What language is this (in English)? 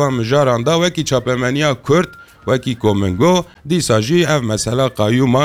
Kurdish